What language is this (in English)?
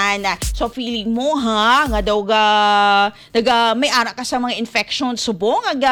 Hiligaynon